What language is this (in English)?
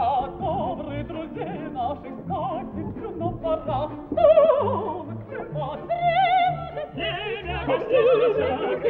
Russian